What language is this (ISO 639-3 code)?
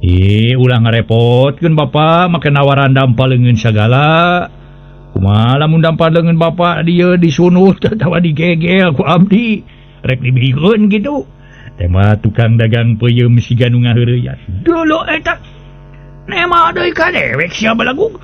sun